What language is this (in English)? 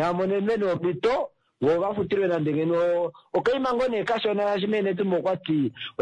Kuanyama